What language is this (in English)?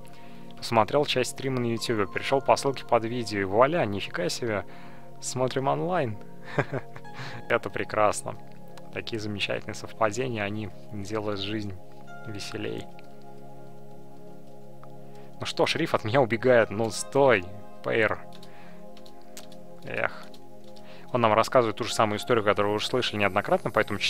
Russian